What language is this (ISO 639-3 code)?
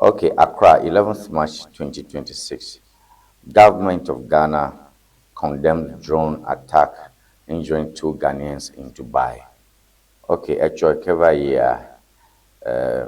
ewe